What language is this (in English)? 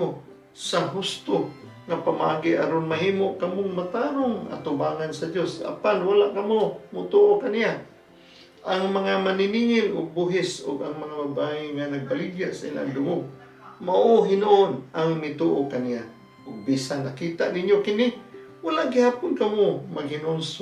Cebuano